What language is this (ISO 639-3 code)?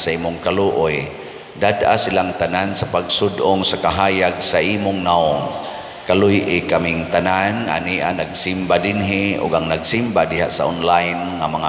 ceb